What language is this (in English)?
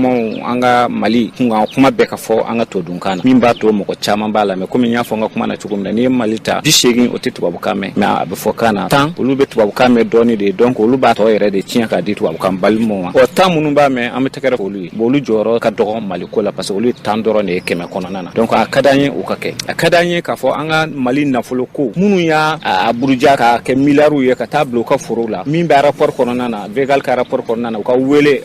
Bambara